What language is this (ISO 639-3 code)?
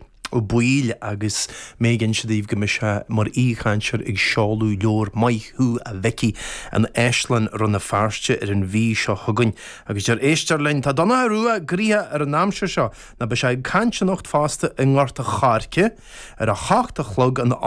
gle